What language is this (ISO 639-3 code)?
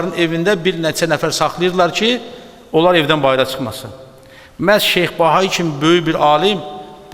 aze